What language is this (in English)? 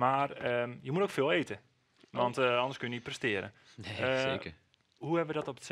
Dutch